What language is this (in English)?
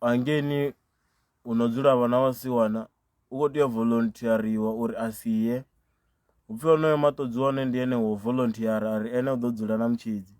Venda